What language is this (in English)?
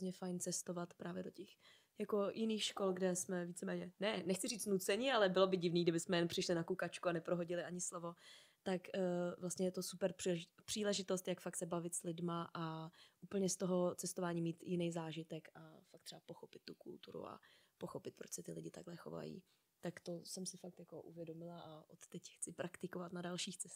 Czech